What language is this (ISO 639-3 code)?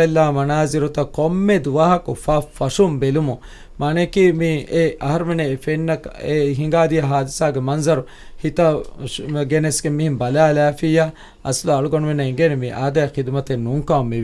div